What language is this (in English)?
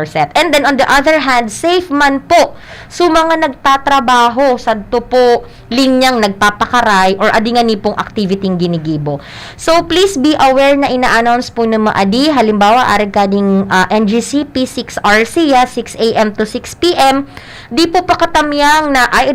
Bikol